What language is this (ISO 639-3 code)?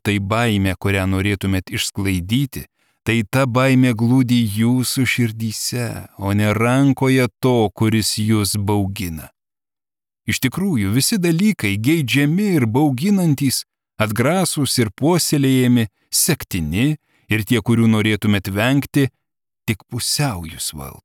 lit